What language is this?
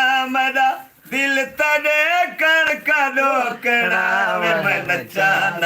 Saraiki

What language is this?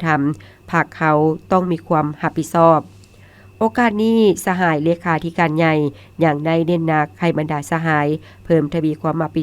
Lao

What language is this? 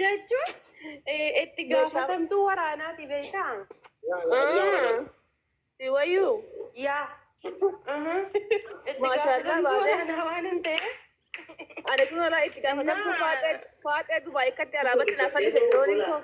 Oromo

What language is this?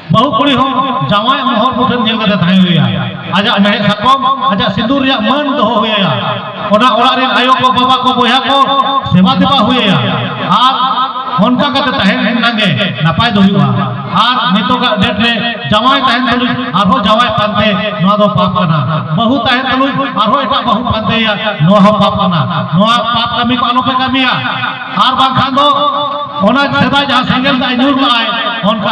Santali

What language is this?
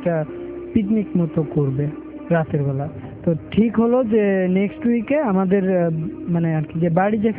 Bangla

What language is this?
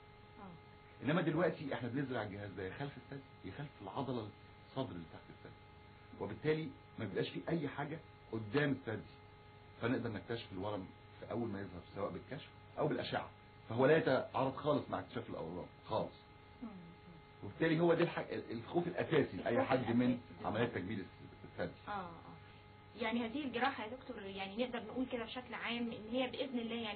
Egyptian Arabic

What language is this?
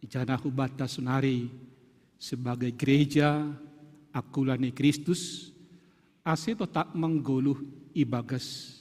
Batak Simalungun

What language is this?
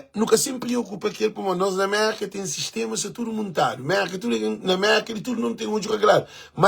Kabuverdianu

